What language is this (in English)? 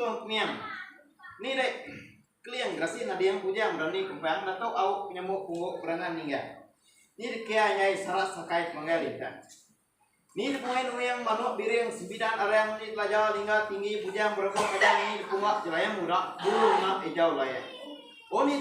Iban